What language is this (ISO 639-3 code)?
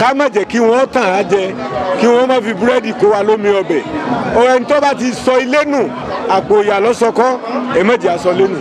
yor